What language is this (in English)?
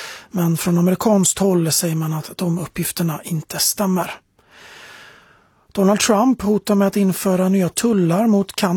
Swedish